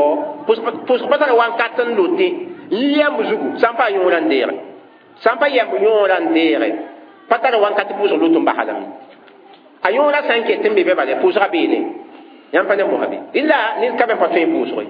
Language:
Mossi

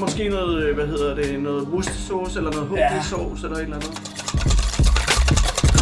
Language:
Danish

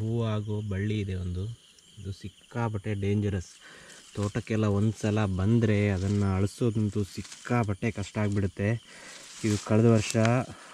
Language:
Kannada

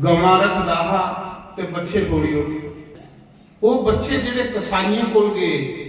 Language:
Dogri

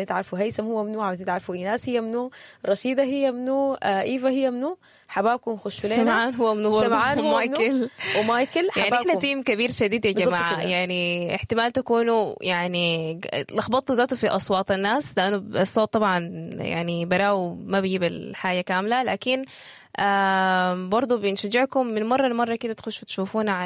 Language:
Sudanese Arabic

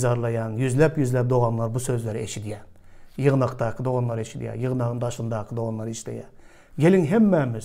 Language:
Turkmen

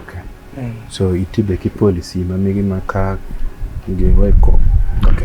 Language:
Acoli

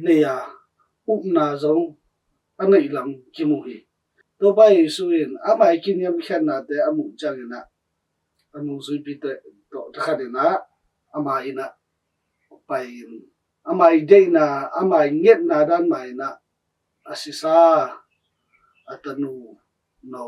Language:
Tedim Chin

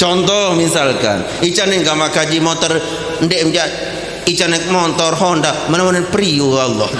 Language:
Sasak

